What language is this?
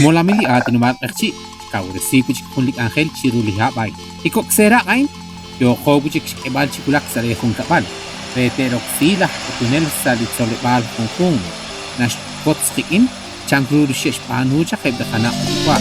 Kekchí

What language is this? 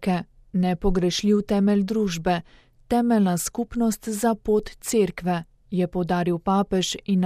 Slovenian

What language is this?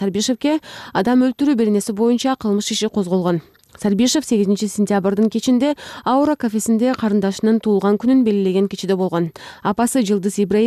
Kyrgyz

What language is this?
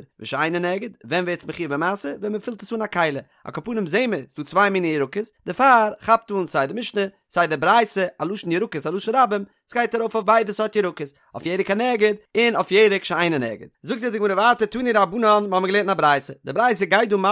Yiddish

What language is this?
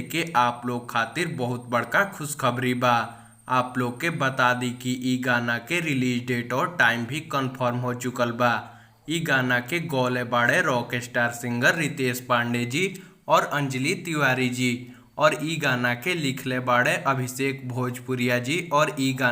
Bhojpuri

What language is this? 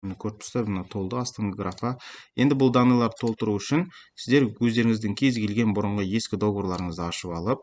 Kazakh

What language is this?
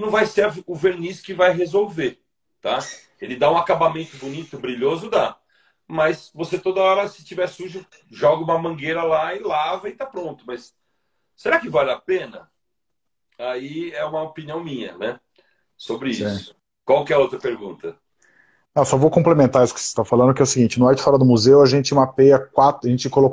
Portuguese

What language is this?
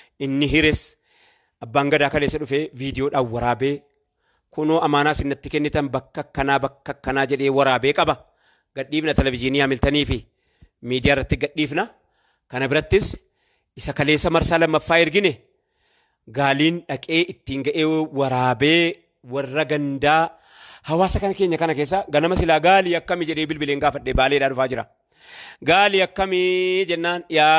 Oromo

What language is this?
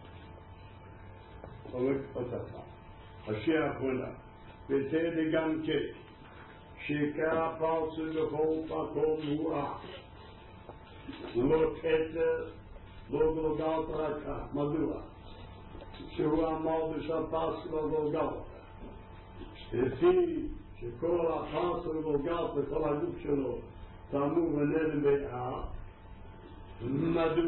Hebrew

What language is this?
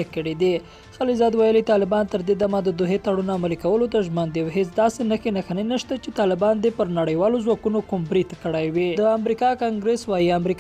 Pashto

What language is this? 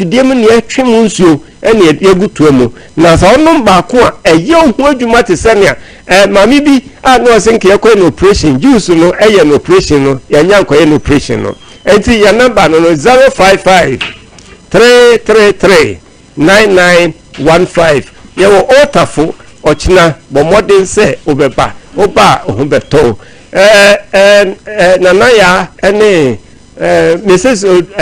Akan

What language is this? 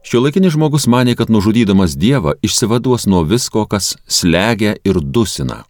Lithuanian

